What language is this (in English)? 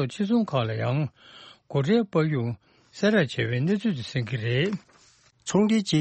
Tibetan